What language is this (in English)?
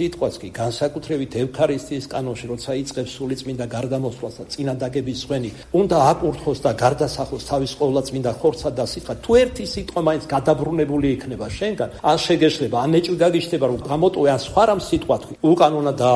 Georgian